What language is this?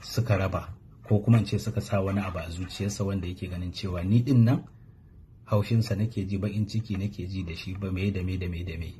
Hausa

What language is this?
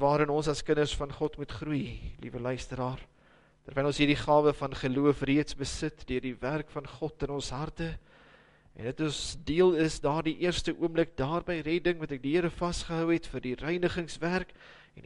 Afrikaans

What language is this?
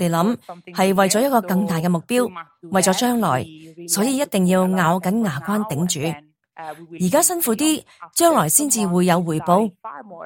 Cantonese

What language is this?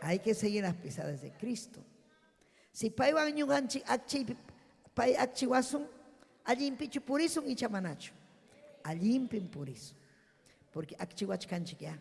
Ayacucho Quechua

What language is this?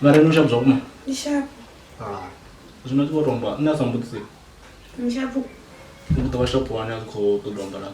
Venda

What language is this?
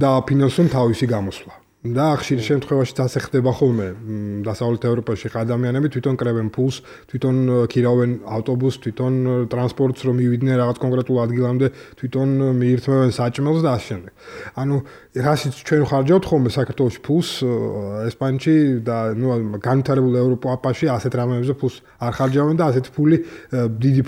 Georgian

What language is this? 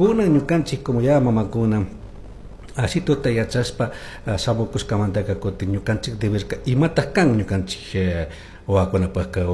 Chimborazo Highland Quichua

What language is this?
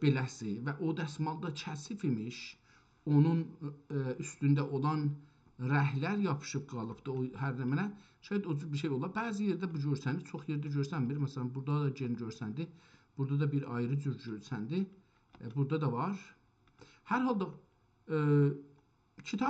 South Azerbaijani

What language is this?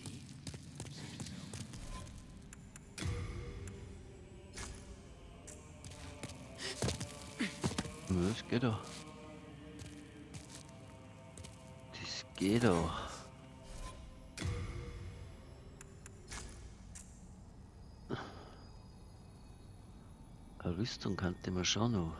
German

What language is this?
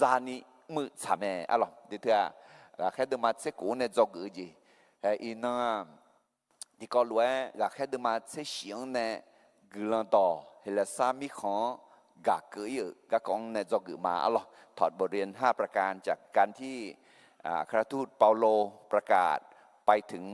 Akha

